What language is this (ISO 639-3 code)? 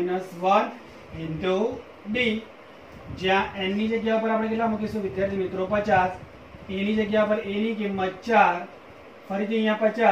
guj